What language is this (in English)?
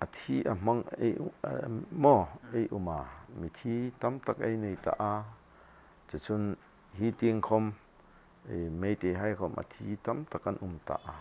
Hmar